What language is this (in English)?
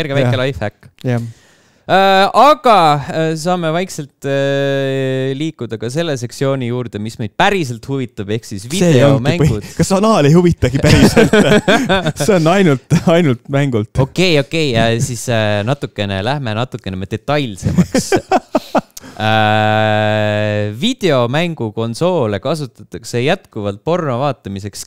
Estonian